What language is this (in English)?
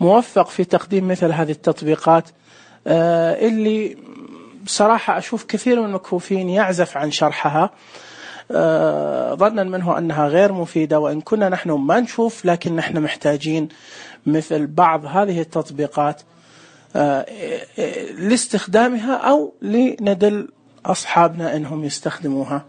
Najdi Arabic